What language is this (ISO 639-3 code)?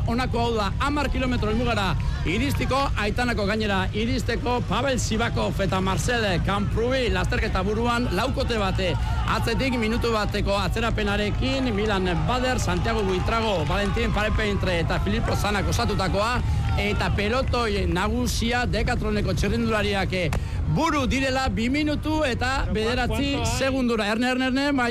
eus